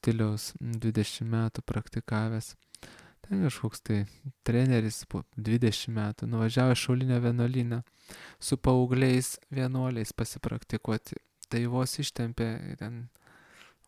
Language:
Lithuanian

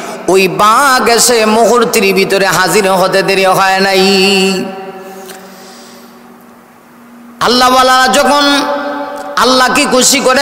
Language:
Bangla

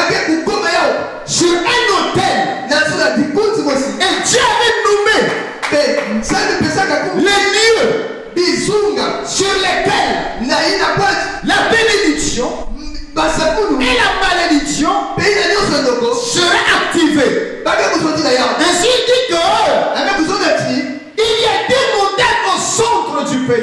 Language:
French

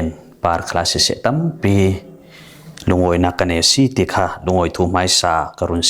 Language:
Falam Chin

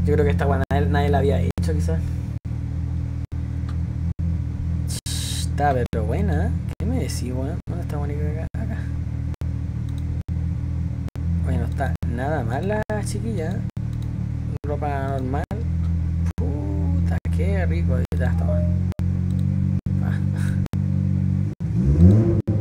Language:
Spanish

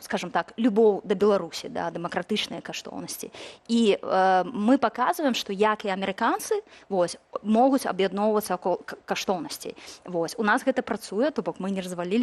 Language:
Belarusian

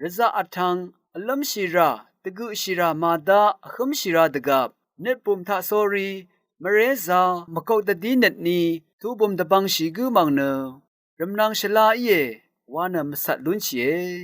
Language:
Rawang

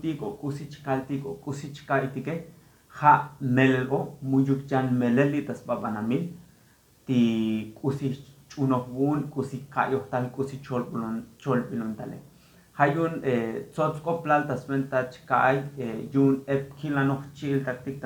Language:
Tzotzil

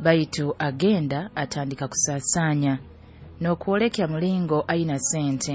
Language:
Nyoro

